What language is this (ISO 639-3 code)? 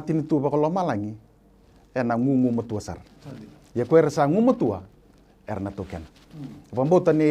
fij